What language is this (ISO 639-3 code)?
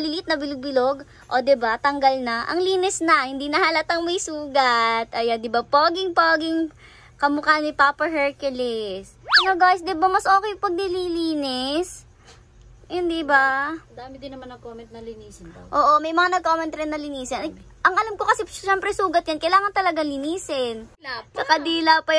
fil